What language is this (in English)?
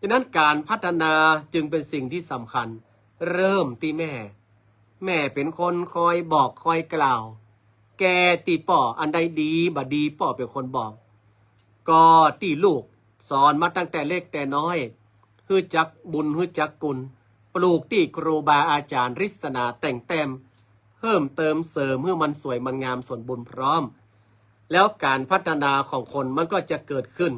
Northern Thai